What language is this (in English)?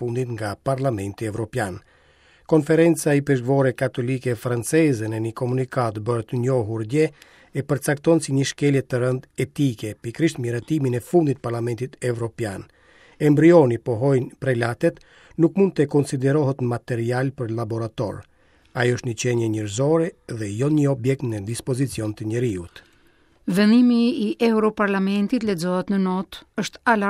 Albanian